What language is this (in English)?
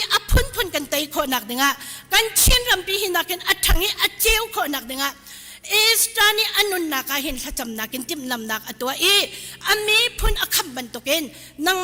Hakha Chin